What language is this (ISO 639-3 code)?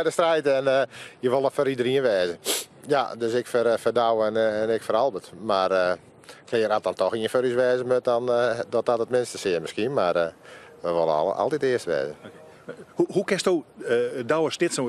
fry